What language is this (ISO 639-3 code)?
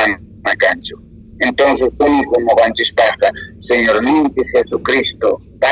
que